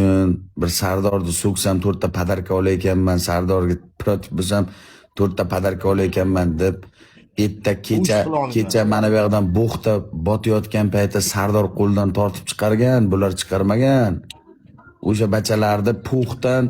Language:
Uzbek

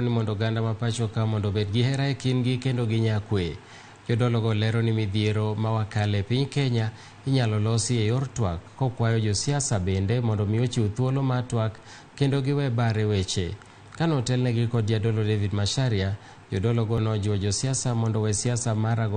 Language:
Luo (Kenya and Tanzania)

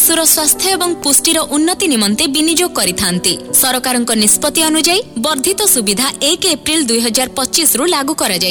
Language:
Odia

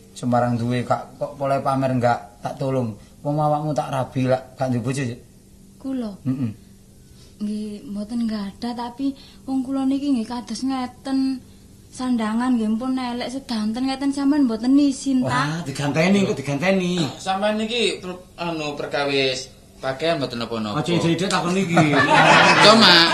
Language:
Javanese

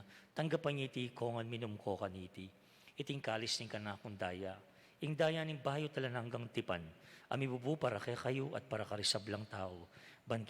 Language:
Pampanga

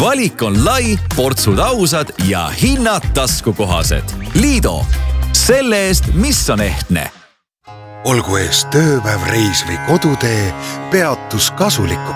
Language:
Estonian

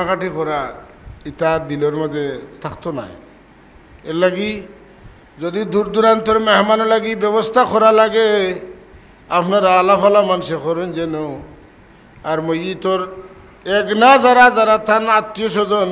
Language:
Sylheti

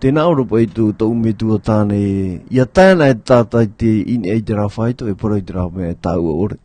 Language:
Tahitian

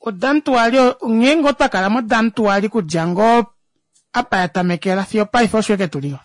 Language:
Kuanyama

